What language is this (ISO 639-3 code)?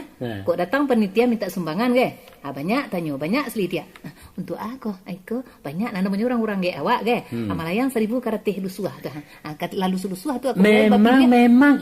min